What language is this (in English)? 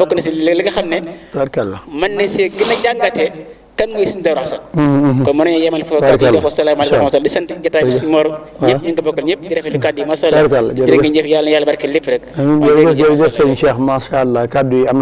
Wolof